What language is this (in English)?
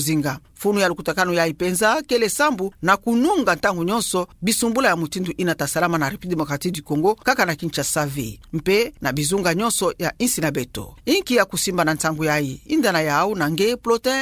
Kituba (Democratic Republic of Congo)